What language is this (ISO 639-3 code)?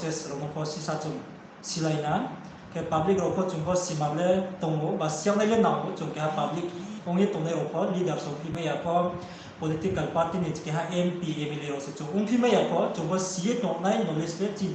ria